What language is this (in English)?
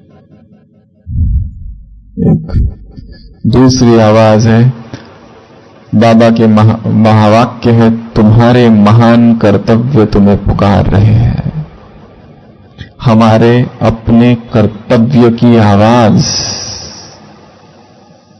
Hindi